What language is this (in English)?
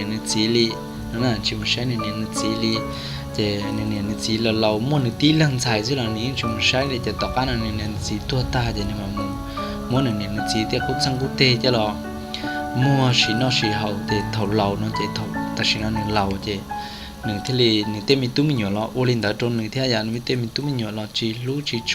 Hmong